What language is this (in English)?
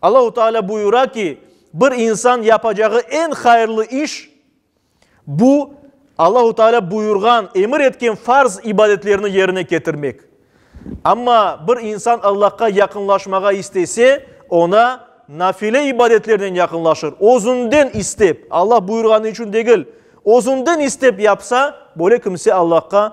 Crimean Tatar